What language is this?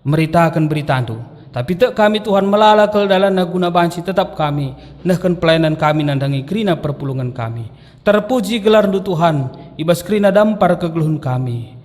Batak Karo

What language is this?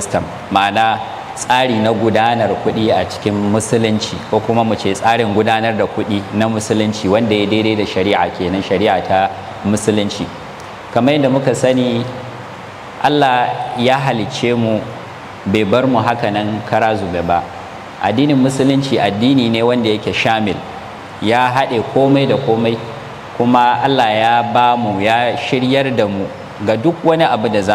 Hausa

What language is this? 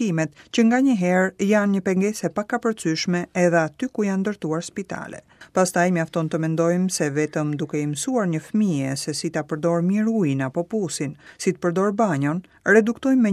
Albanian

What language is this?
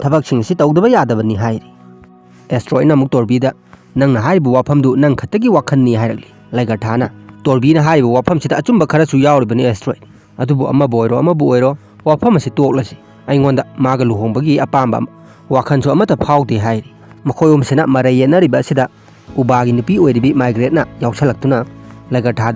Manipuri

